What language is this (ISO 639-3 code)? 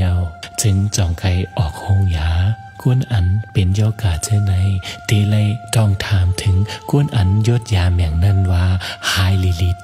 shn